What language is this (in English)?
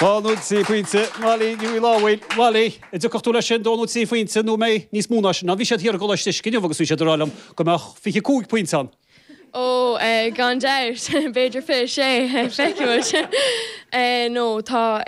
Irish